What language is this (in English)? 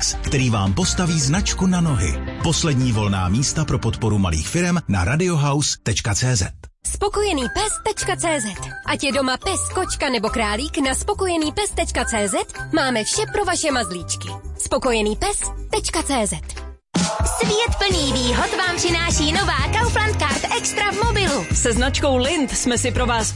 Czech